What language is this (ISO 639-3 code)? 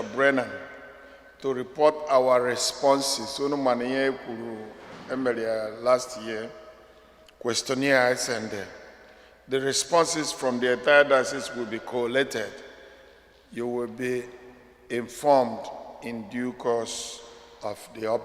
ibo